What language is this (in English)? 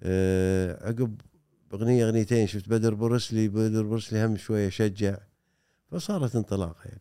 Gulf Arabic